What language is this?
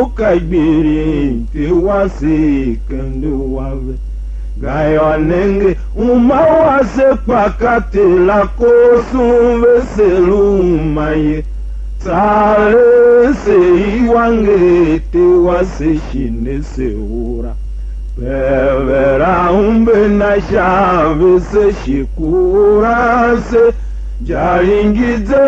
Tiv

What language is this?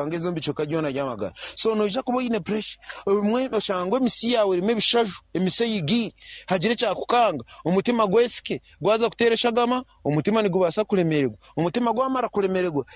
Nyankole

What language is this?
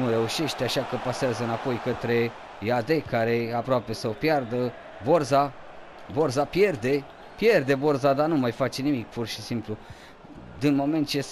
Romanian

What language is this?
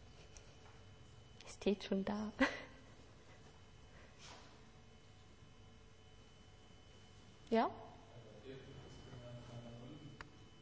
German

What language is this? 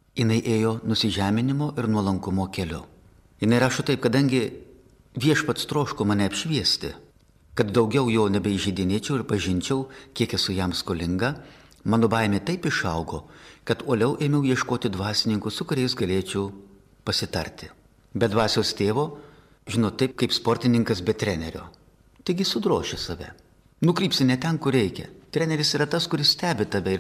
Lithuanian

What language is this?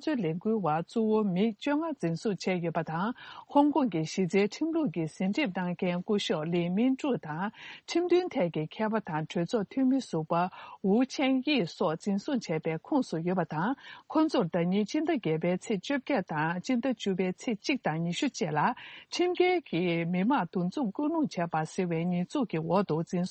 Tibetan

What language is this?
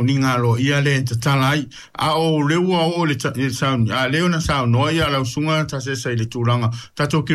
Samoan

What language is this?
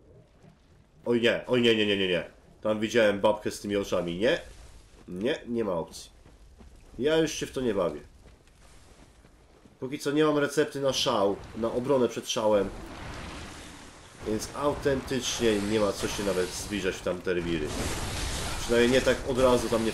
Polish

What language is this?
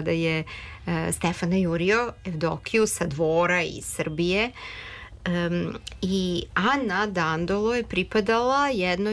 Serbian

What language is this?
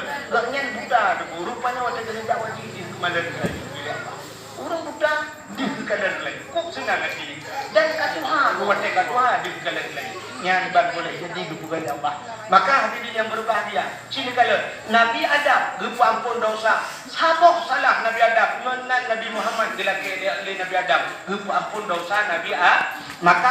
Achinese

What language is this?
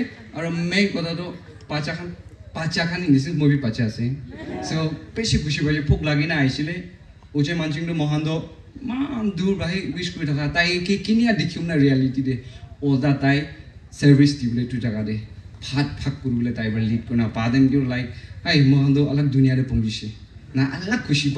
Naga Pidgin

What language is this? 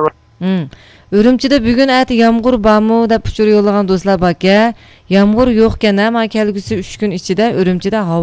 Uyghur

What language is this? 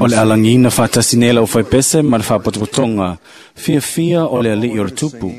Samoan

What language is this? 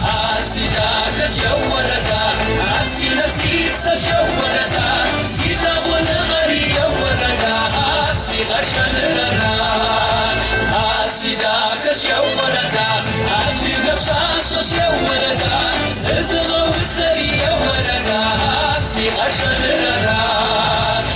Kabardian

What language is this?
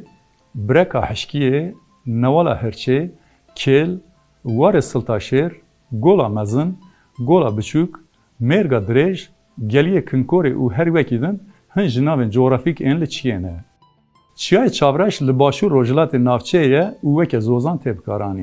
Kurdish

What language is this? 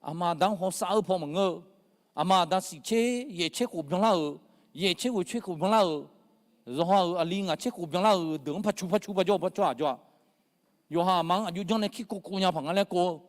Akha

